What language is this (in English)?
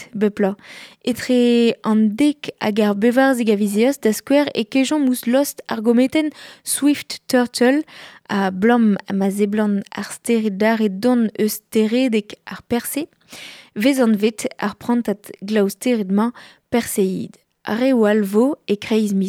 Breton